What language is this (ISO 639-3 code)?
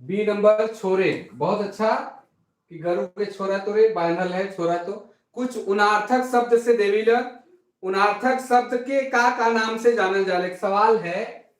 sck